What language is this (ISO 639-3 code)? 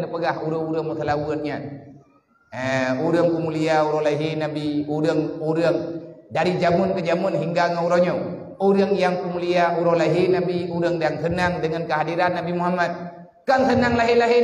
ace